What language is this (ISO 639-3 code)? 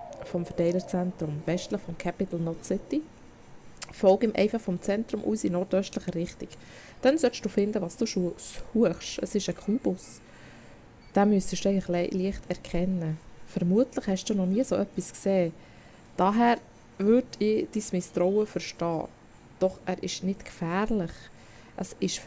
gsw